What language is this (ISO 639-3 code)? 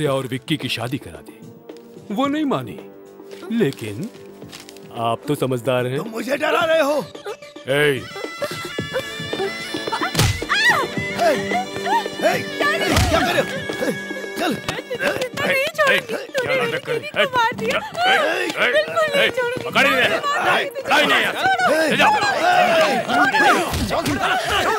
hin